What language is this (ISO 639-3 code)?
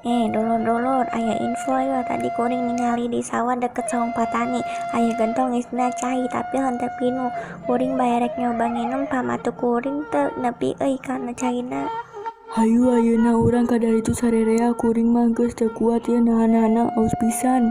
sun